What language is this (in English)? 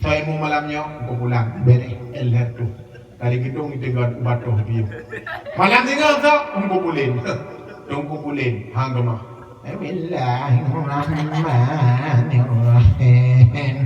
Achinese